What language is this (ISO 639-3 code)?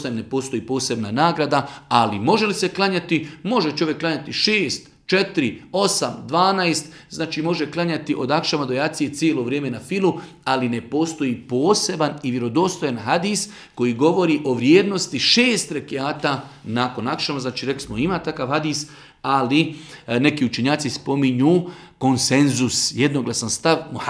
bos